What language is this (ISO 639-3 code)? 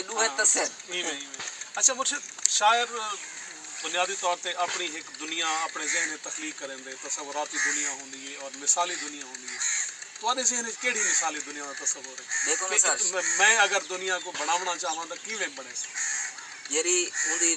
skr